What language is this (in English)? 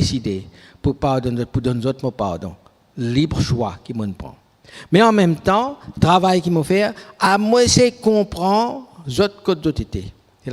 Morisyen